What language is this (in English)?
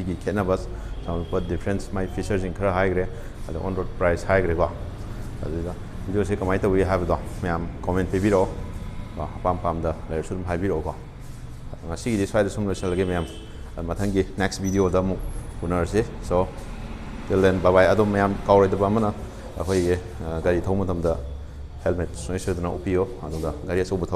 Manipuri